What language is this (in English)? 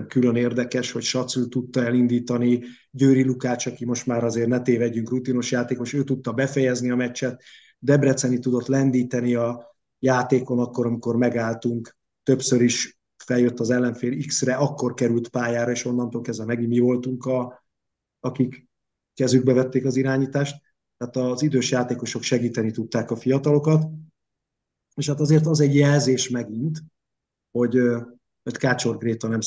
Hungarian